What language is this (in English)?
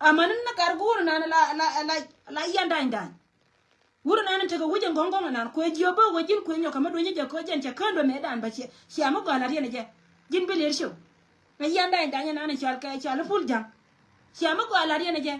Nuer